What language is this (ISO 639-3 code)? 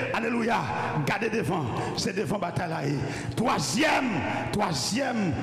hat